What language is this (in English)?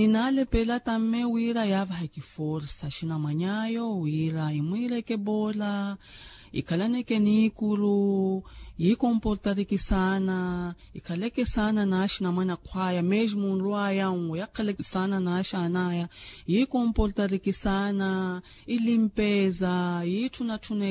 Makhuwa